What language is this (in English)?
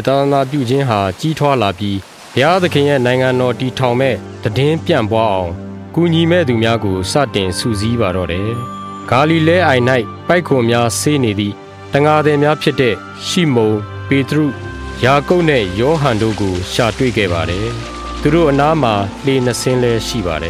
Burmese